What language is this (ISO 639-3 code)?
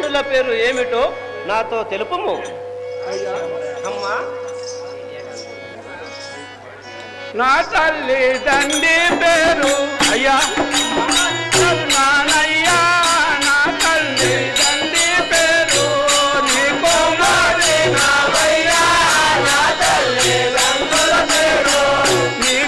tel